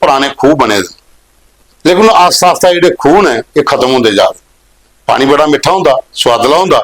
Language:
Dogri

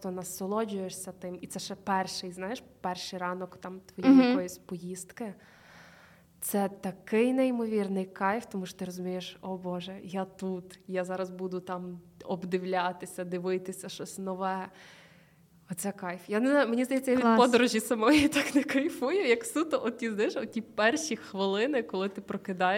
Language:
Ukrainian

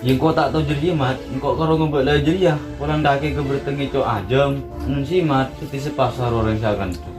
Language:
Madurese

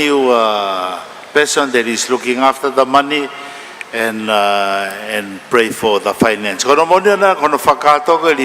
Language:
Tongan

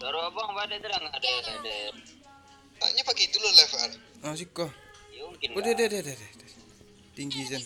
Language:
Minangkabau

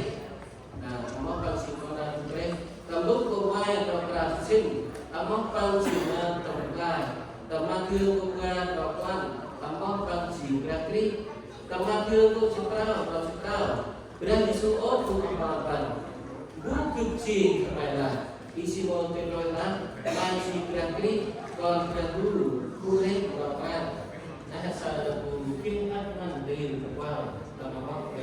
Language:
Central Mnong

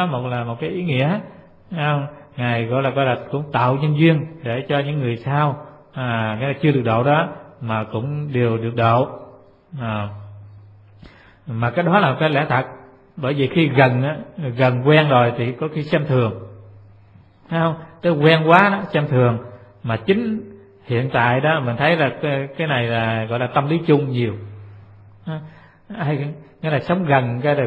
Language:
Vietnamese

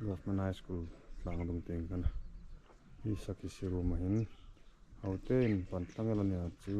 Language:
Hmar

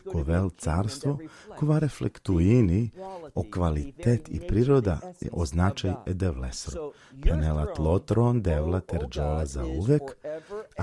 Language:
Balkan Romani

